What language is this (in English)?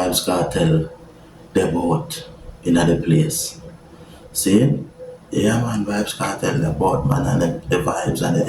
Jamaican Creole English